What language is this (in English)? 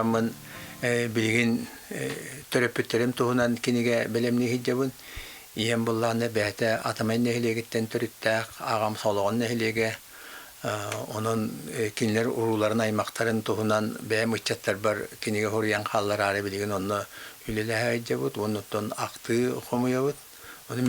Yakut